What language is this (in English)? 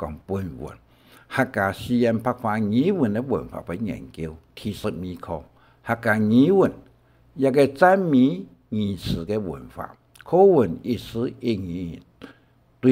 Hakka Chinese